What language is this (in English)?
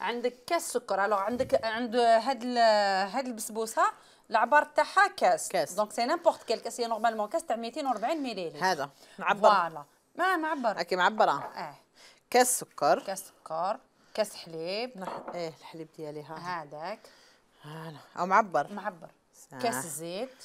Algerian Arabic